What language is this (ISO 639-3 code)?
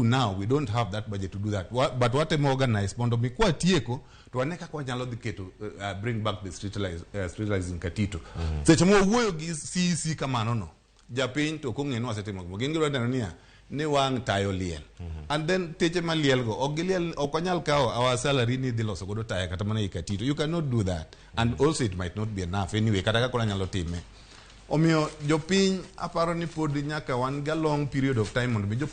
luo